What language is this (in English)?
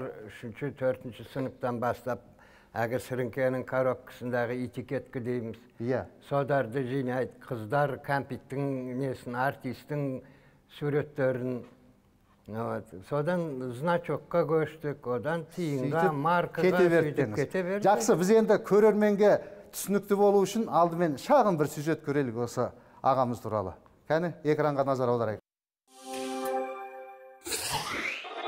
Kazakh